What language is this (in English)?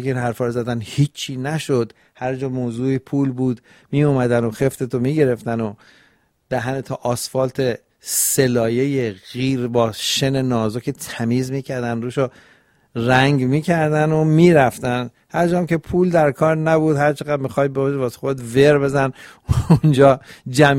Persian